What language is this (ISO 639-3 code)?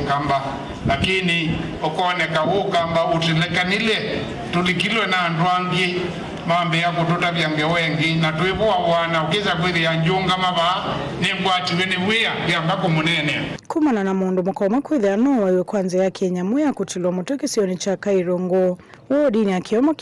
kam